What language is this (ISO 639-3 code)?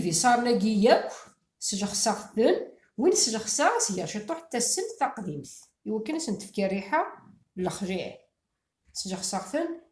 kab